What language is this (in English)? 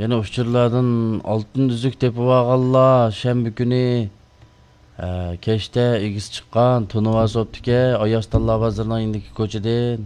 Uyghur